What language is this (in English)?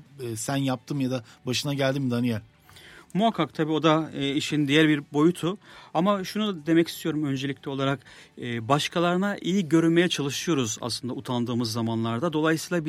Turkish